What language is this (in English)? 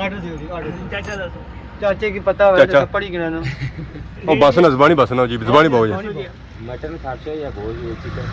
Pahari-Potwari